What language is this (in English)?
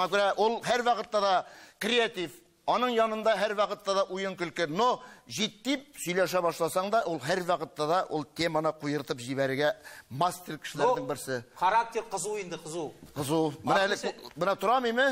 Tatar